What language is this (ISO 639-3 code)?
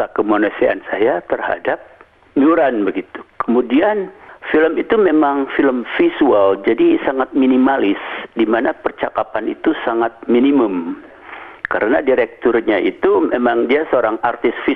ind